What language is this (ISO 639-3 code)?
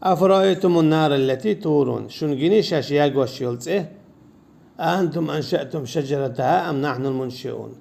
che